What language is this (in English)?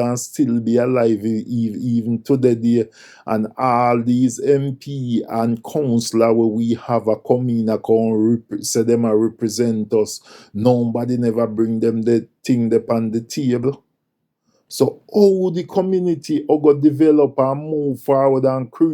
Jamaican Creole English